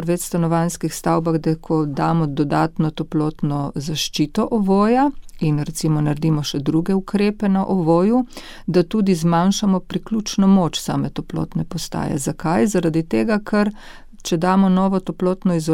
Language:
Slovenian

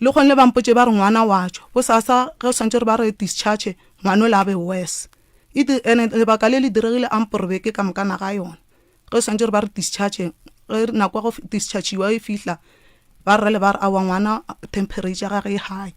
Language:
Northern Sotho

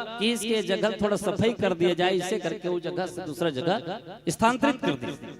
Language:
Chhattisgarhi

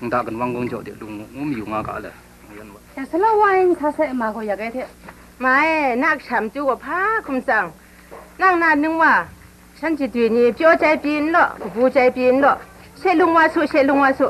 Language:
Kachin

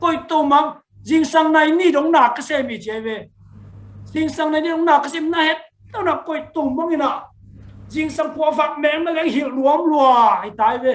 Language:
Tedim Chin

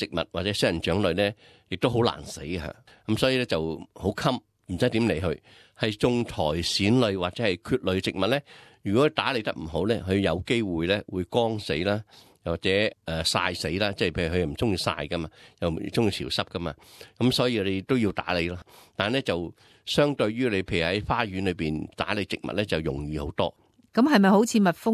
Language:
Cantonese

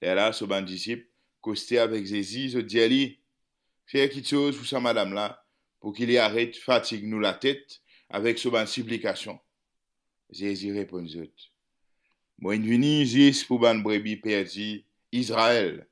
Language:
Morisyen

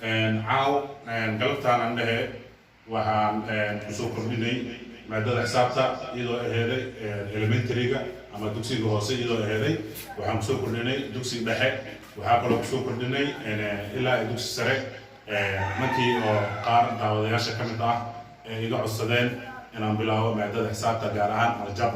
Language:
Somali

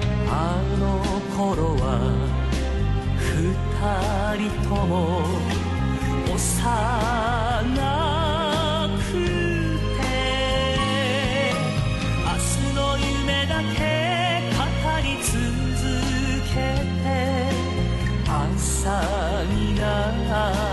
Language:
Japanese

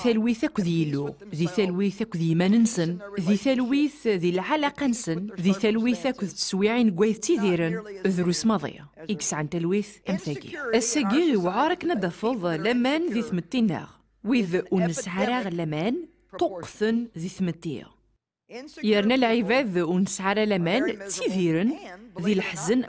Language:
Kabyle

